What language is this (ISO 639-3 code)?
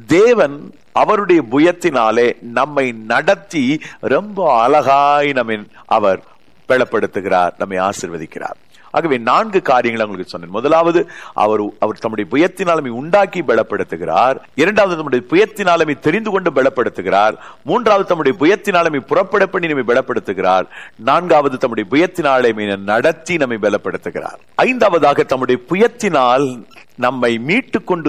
tam